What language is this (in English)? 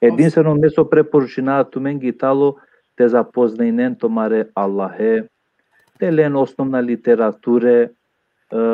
Balkan Romani